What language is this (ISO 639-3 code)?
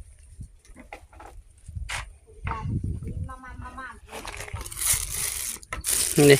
tts